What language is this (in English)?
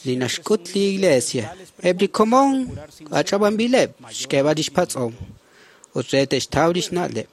Kekchí